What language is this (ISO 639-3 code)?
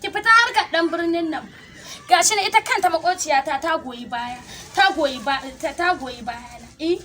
hau